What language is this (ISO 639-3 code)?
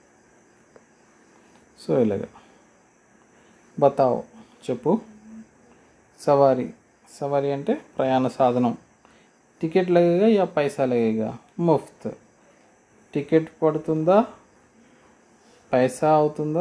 tel